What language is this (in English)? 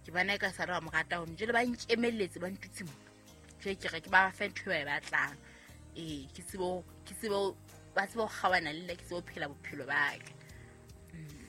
Southern Sotho